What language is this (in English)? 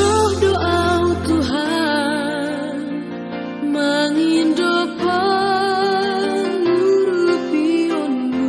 Batak Simalungun